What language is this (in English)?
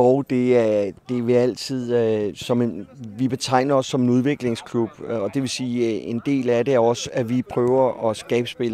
Danish